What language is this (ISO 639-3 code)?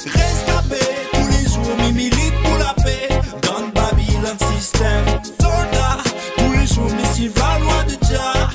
rcf